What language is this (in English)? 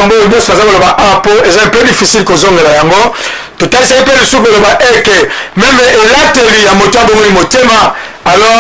Lingala